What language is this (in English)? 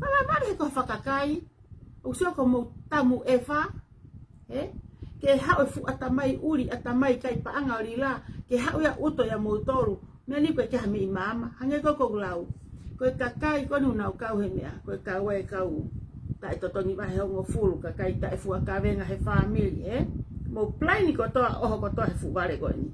Tongan